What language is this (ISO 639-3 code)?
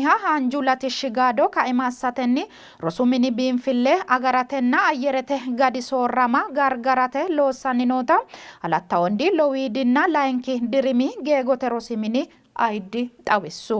sid